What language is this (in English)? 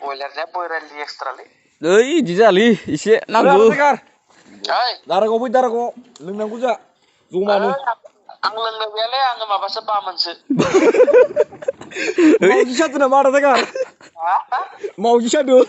Bodo